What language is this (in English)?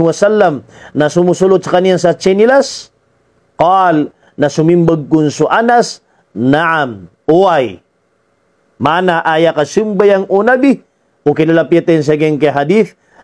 Maranao